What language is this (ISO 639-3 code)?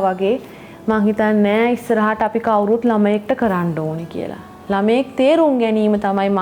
sin